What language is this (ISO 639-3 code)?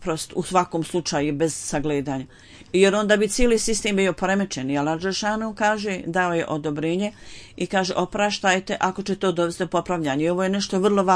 bos